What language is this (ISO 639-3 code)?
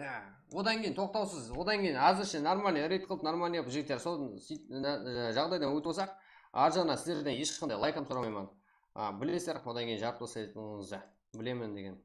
kaa